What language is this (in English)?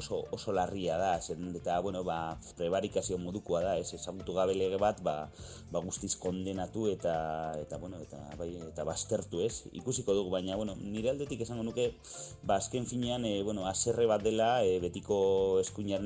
Basque